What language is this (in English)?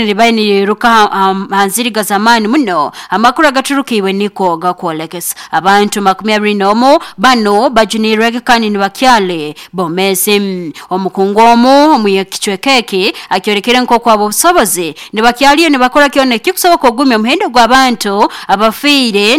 Nyoro